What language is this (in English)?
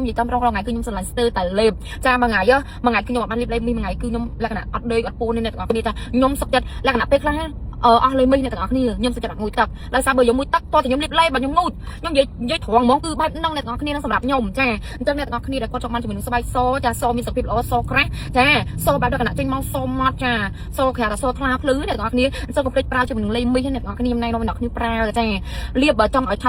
Khmer